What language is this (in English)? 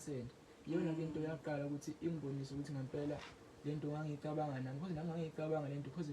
Zulu